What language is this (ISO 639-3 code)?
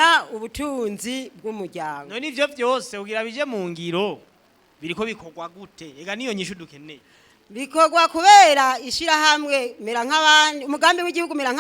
run